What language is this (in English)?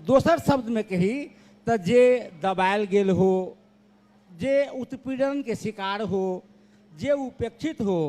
Maithili